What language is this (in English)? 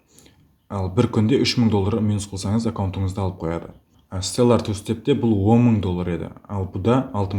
Kara-Kalpak